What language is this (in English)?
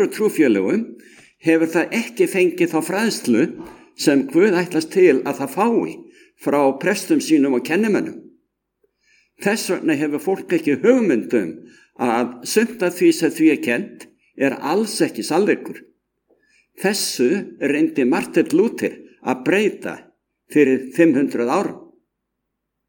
Icelandic